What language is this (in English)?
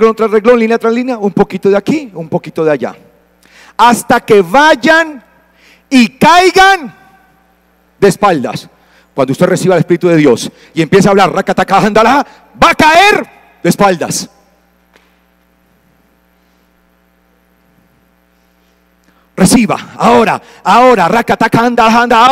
Spanish